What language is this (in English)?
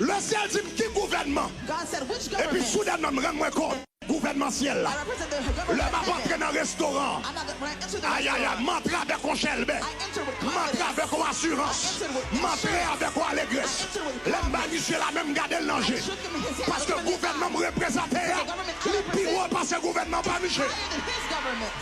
Haitian Creole